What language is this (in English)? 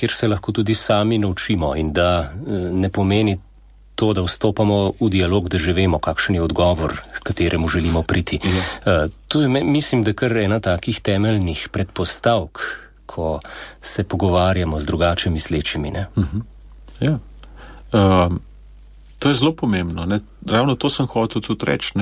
Slovenian